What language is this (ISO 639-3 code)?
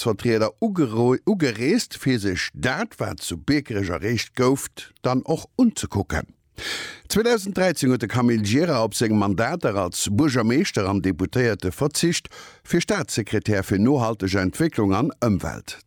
ltz